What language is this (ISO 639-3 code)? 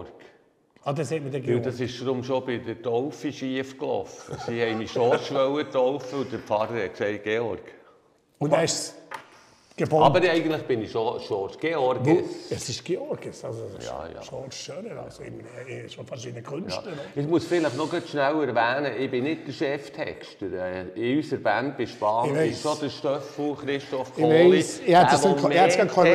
gsw